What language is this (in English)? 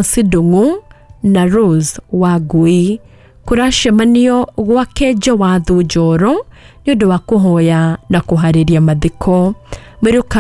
Kikuyu